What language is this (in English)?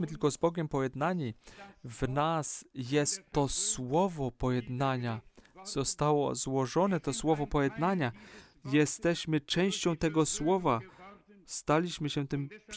Polish